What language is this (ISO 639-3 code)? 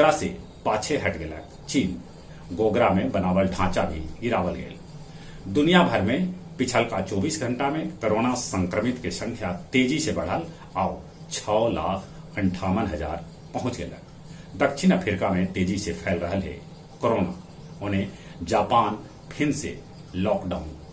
mag